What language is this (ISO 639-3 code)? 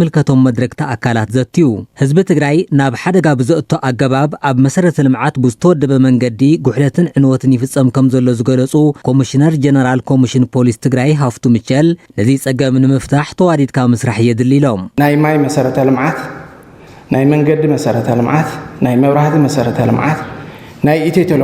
tir